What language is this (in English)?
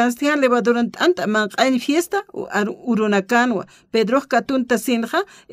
Aymara